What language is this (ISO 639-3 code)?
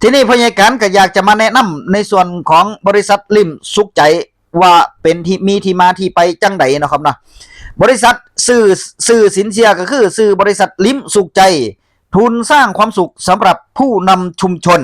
tts